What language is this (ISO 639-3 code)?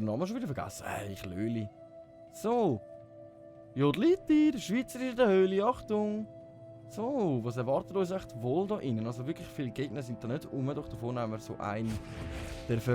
gsw